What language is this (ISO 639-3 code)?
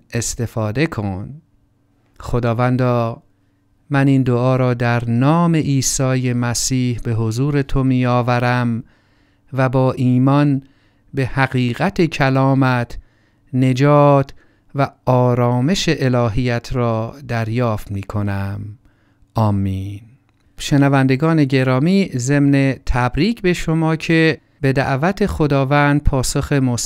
fas